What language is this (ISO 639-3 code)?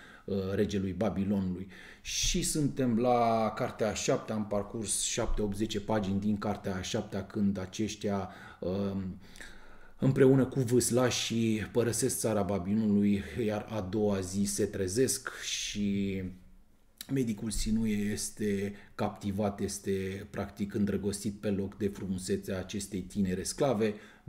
ron